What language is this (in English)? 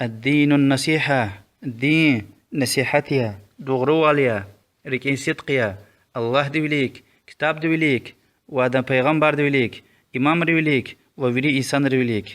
Lezghian